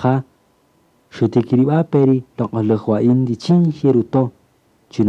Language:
Kaqchikel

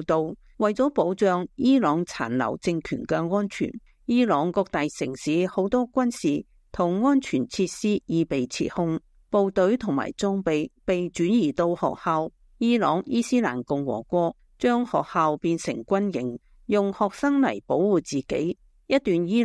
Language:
Cantonese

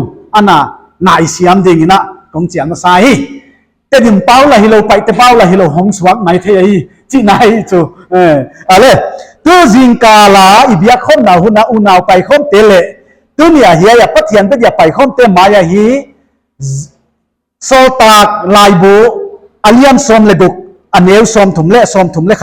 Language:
Paite Chin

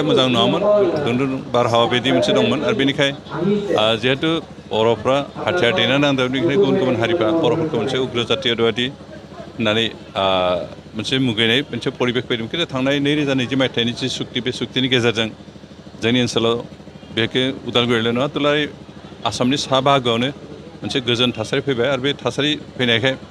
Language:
Bodo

